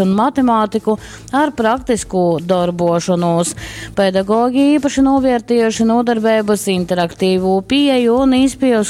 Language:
Latgalian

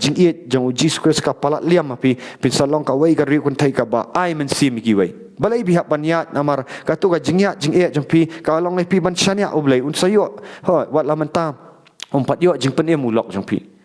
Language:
Khasi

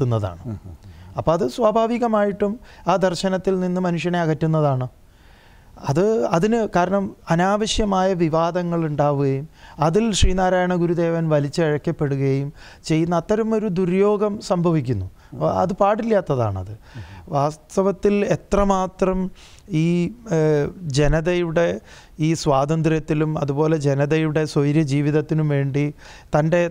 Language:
Malayalam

